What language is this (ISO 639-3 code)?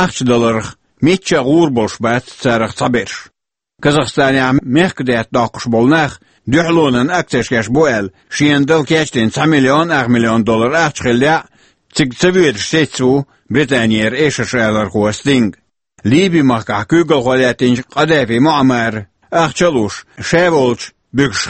che